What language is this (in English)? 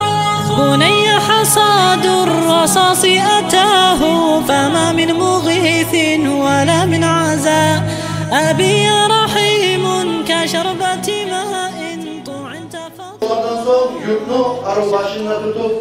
Kumyk